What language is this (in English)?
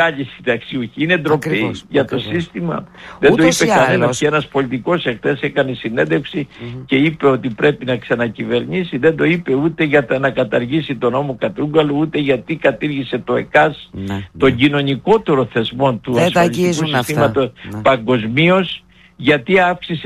Greek